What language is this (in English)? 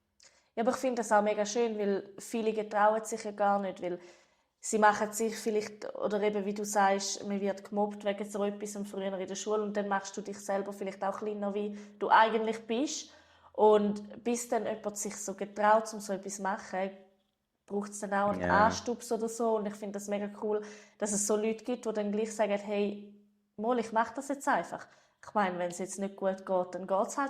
Swiss German